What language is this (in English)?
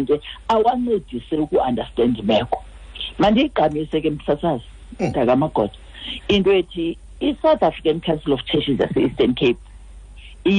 Xhosa